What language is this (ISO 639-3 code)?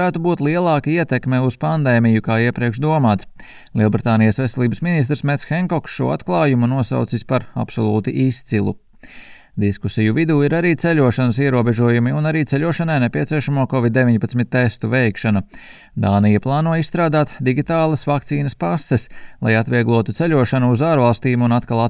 lav